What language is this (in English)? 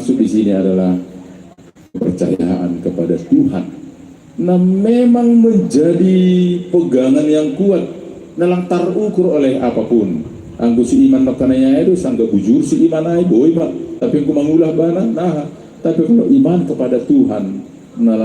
Batak Simalungun